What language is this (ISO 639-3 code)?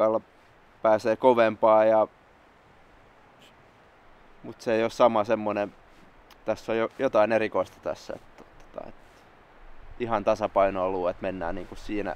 fin